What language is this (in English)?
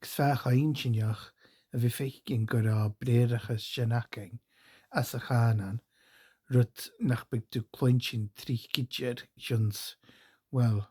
Scottish Gaelic